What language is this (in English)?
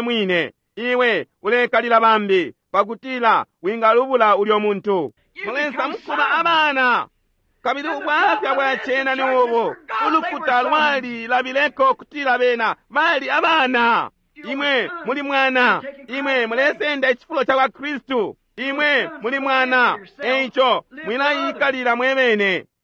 Bemba